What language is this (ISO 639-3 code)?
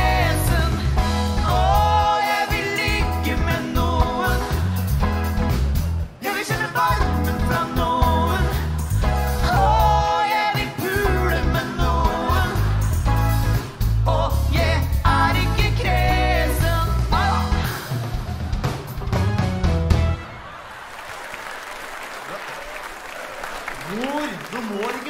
nor